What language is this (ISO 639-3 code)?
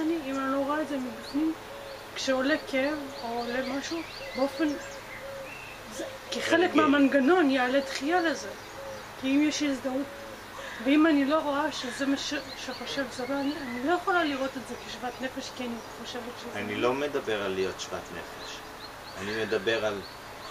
heb